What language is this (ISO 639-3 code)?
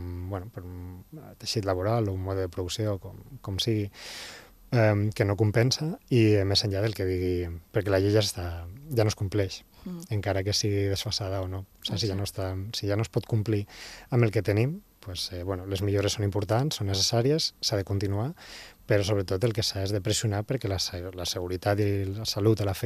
cat